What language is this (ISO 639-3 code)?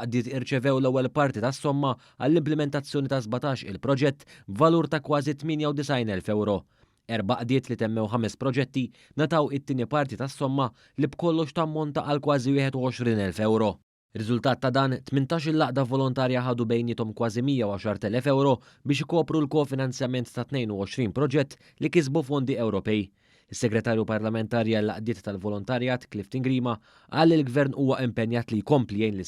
mlt